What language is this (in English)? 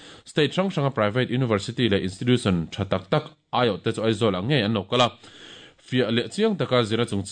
Mizo